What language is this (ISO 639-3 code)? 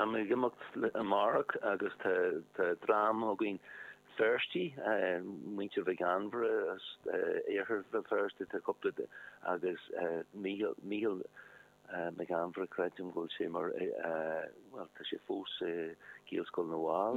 gle